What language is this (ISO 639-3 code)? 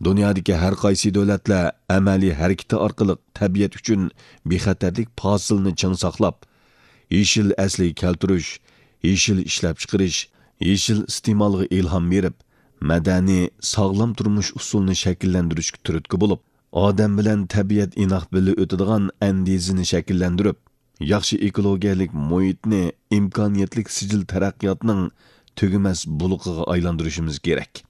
uig